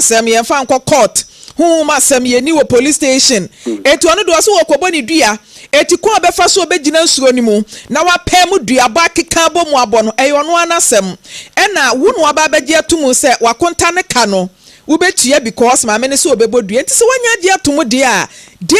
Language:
Akan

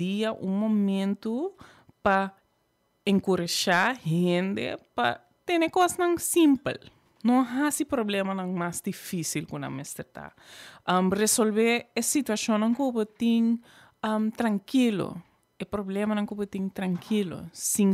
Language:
Papiamento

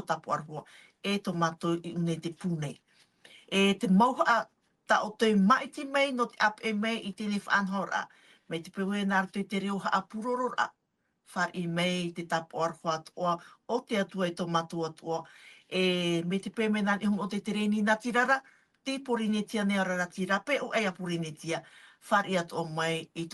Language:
Tahitian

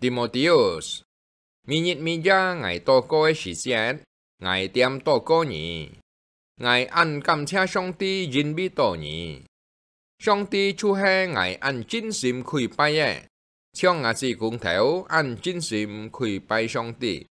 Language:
Hakka Chinese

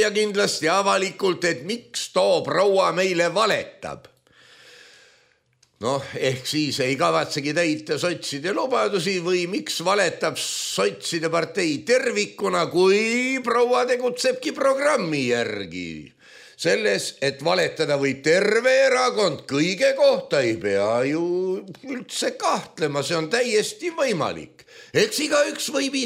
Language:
Estonian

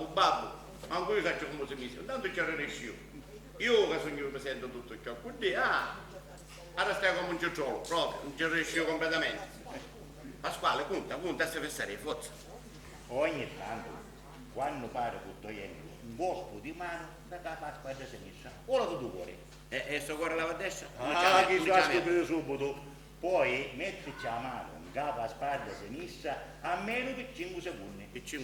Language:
Sicilian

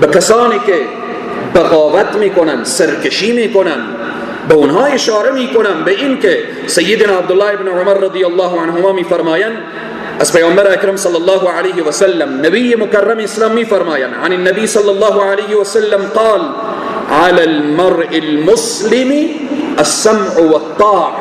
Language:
Persian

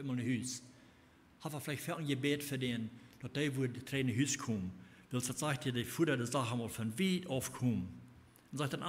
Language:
Plautdietsch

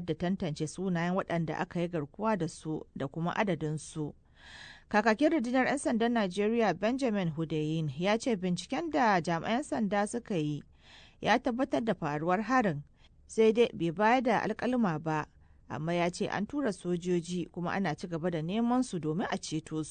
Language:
Hausa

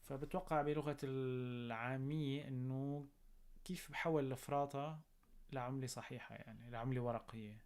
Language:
North Levantine Arabic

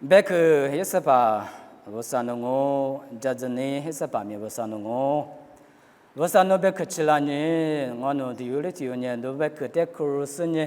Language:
Lisu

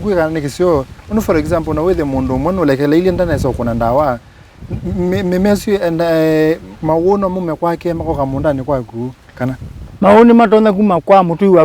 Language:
Kamba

